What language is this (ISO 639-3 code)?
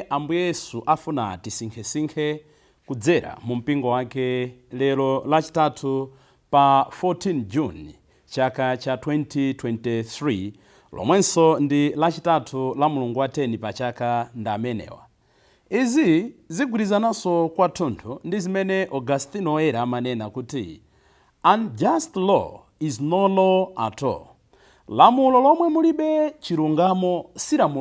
nya